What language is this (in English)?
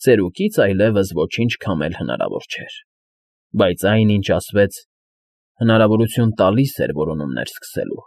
Armenian